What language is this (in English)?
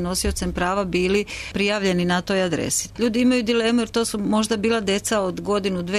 Serbian